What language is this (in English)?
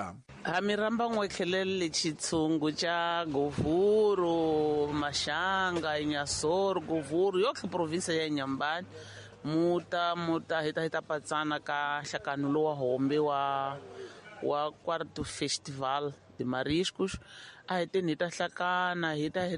Tsonga